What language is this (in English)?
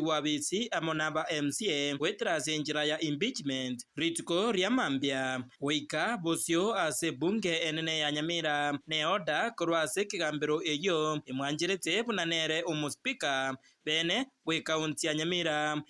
Gusii